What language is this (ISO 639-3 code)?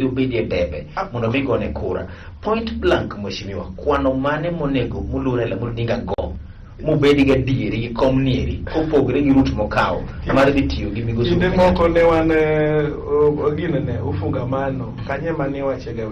luo